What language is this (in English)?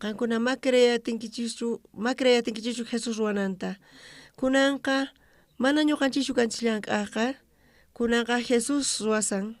South Bolivian Quechua